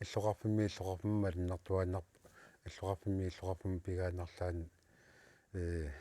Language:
Kalaallisut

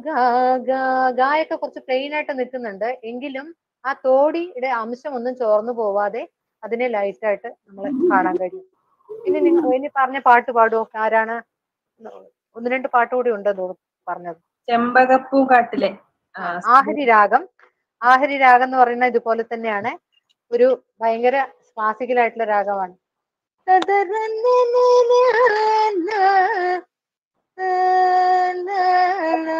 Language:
Malayalam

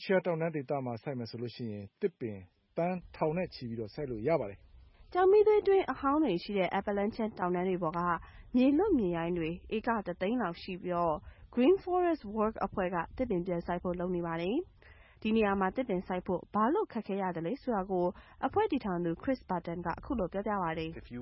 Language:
Burmese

